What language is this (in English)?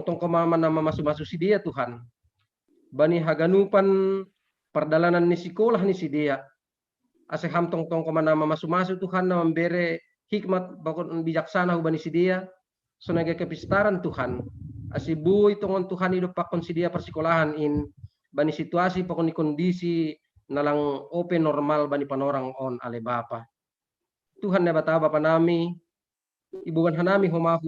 Batak Simalungun